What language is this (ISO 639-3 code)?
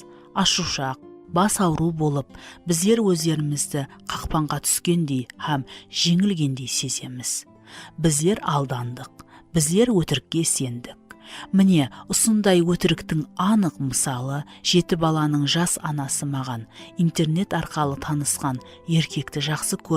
kaa